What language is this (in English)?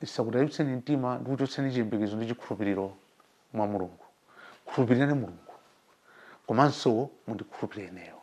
Nyanja